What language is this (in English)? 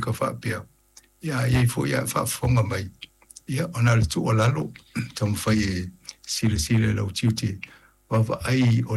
Samoan